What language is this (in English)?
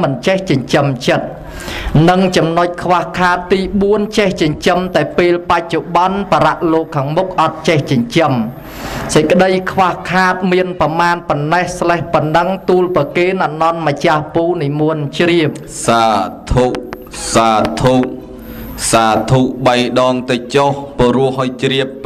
Khmer